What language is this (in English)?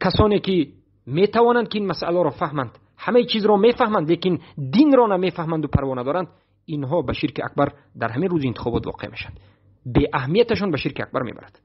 Persian